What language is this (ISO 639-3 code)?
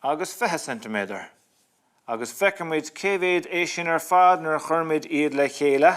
gle